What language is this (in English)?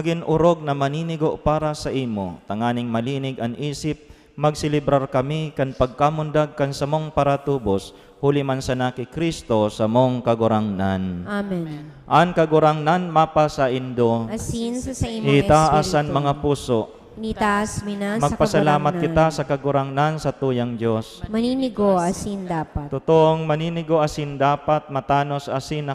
Bikol